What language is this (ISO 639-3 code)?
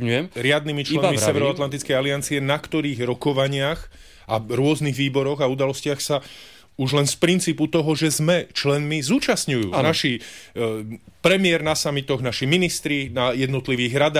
slk